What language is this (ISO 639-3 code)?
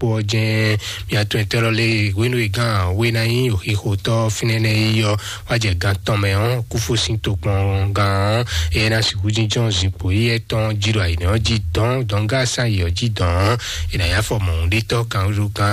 fon